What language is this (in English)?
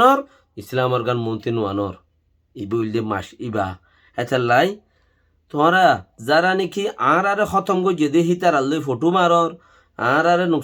Rohingya